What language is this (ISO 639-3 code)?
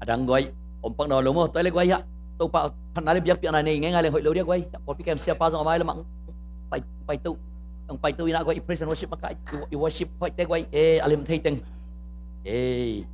ctd